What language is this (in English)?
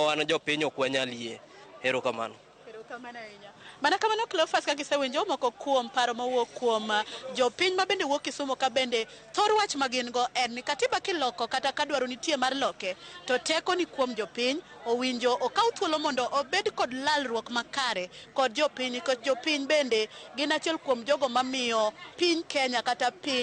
Luo (Kenya and Tanzania)